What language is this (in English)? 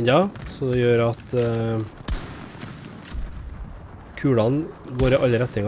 Norwegian